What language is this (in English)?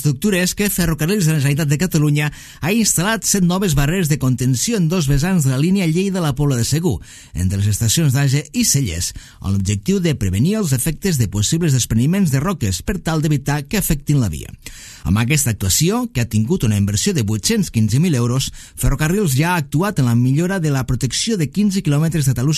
Catalan